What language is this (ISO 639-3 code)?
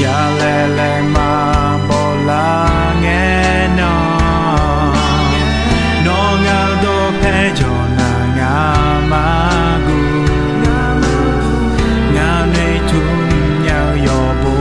ahk